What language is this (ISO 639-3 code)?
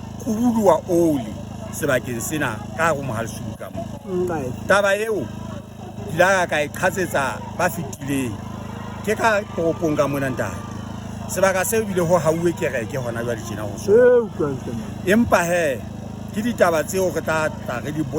sot